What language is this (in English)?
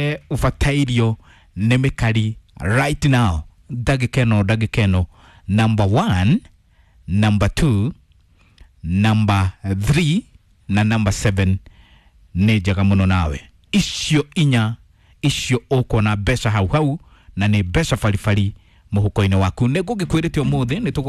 Kikuyu